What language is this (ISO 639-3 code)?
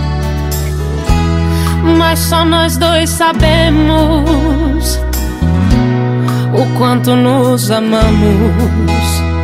por